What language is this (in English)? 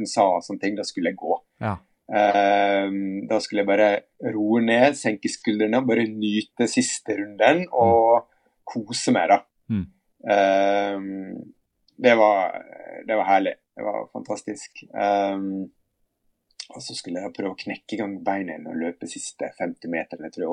Norwegian